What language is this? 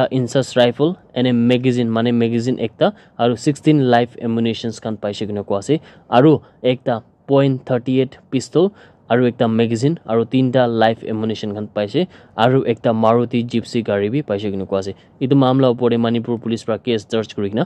Naga Pidgin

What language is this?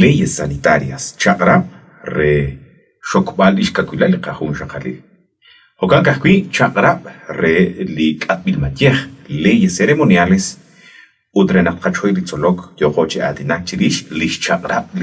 Kekchí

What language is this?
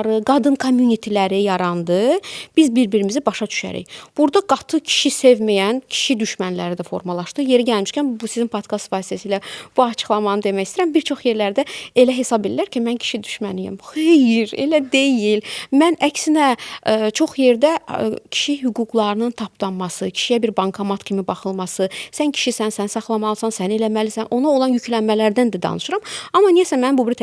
Azerbaijani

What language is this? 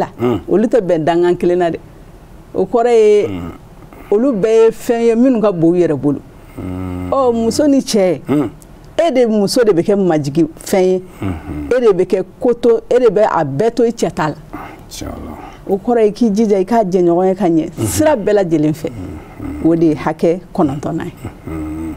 Bambara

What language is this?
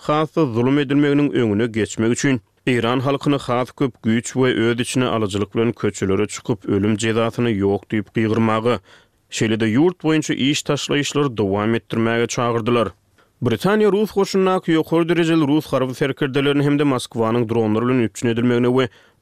Turkmen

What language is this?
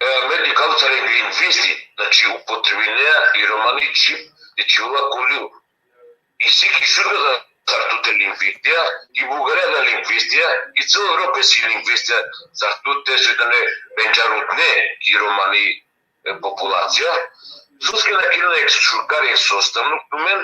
Balkan Romani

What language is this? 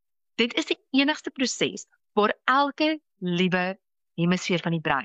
Afrikaans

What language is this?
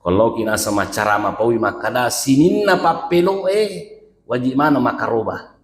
Buginese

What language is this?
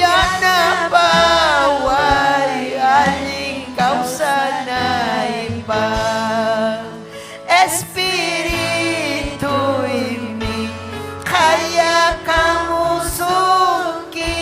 Ayacucho Quechua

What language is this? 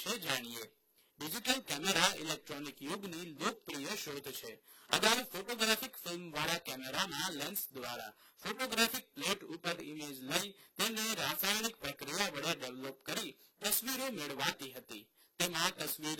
Gujarati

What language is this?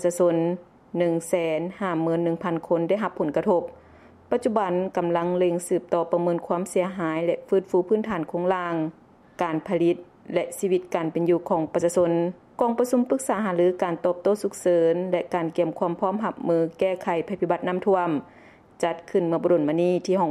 Lao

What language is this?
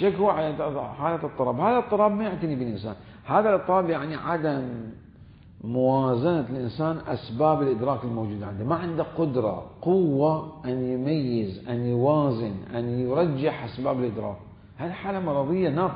Mesopotamian Arabic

